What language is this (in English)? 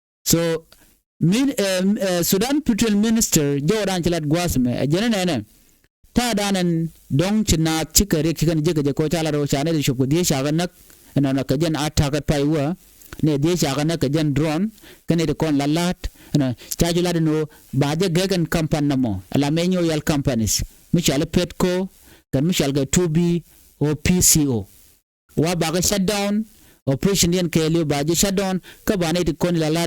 Nuer